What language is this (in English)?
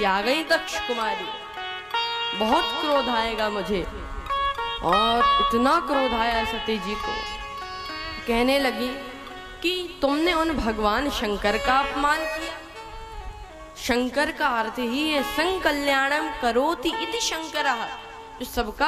Hindi